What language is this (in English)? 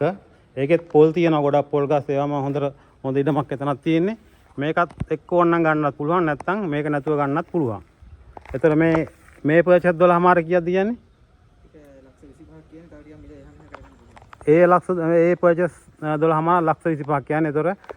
Sinhala